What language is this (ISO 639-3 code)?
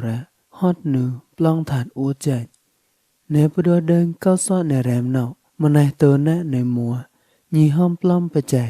mnw